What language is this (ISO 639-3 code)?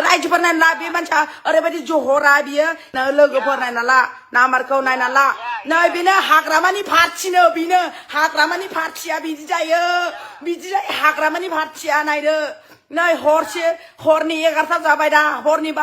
brx